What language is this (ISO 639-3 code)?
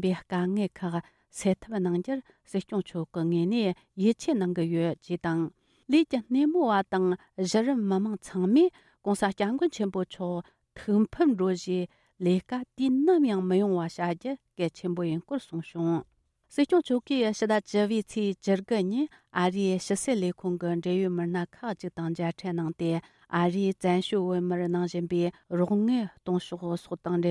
bod